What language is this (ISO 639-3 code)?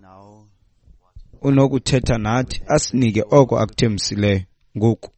xho